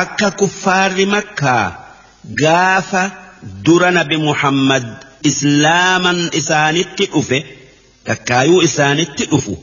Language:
Oromo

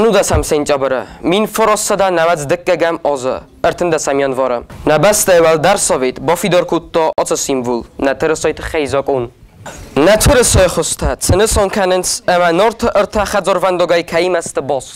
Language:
Ossetic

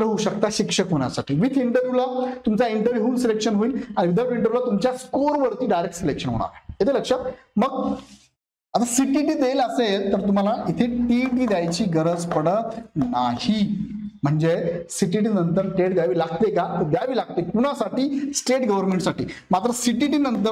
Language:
Marathi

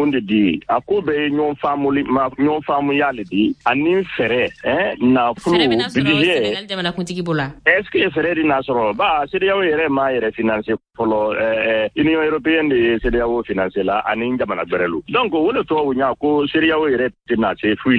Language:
Bambara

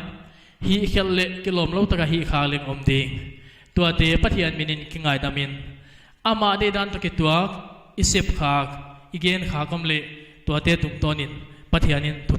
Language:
Paite Chin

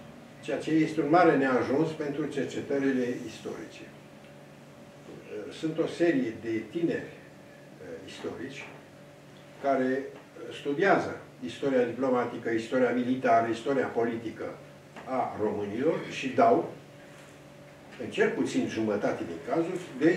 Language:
Romanian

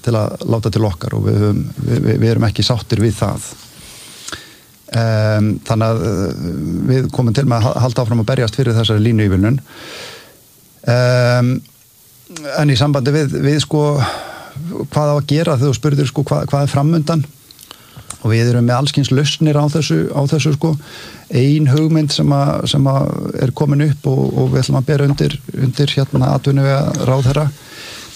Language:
Icelandic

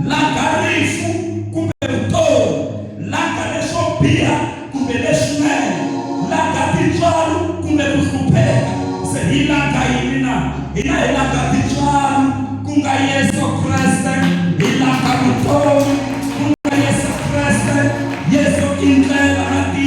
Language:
Tsonga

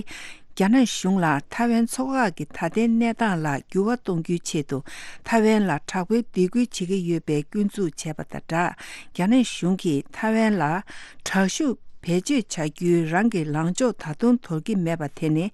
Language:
Tibetan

